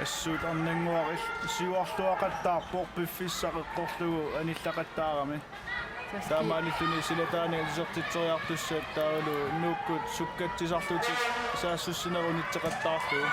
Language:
Kalaallisut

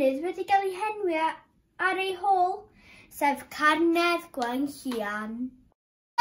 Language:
Welsh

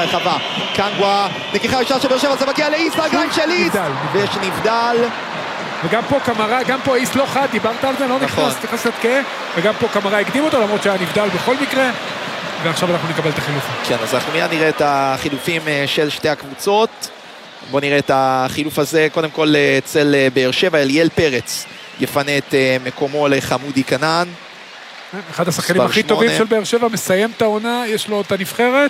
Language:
Hebrew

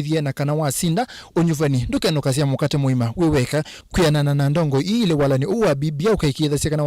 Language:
Kamba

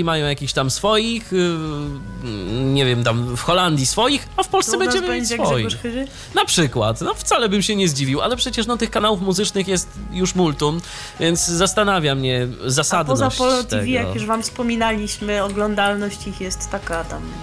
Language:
Polish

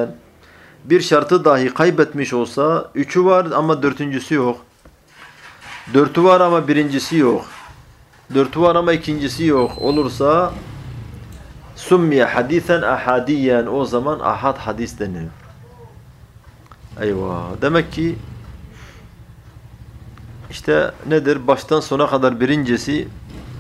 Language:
Turkish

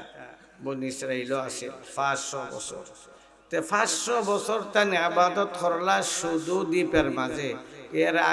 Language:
Sylheti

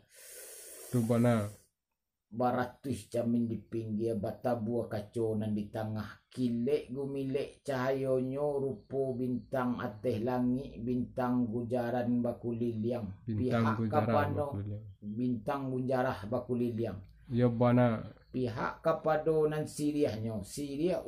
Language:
Minangkabau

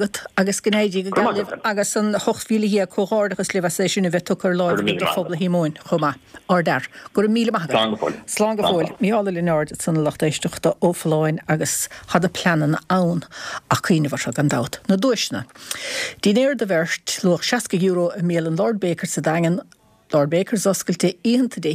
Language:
Irish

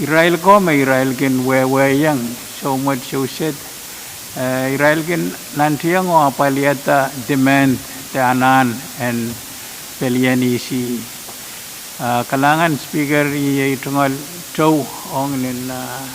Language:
Pohnpeian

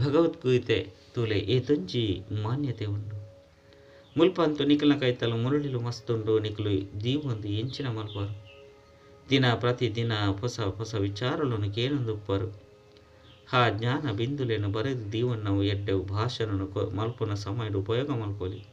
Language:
Tulu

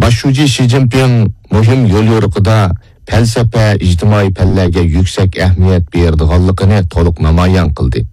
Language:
Uyghur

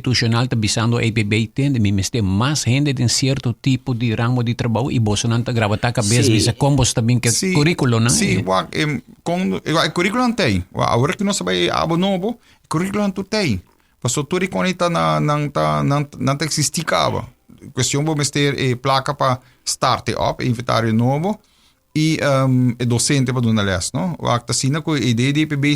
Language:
Papiamento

